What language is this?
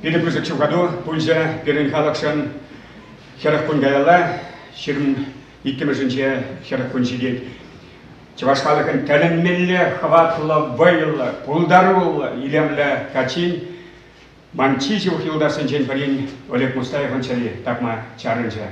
Chuvash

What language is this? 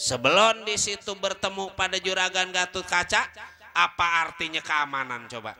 Betawi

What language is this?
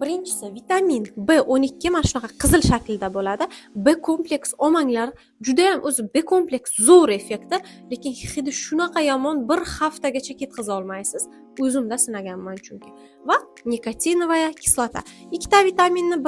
Uzbek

